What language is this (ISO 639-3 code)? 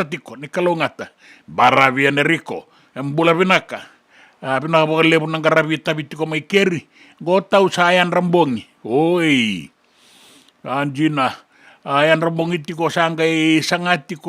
fij